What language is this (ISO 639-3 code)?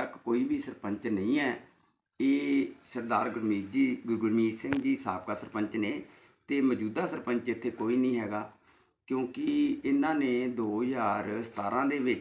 pan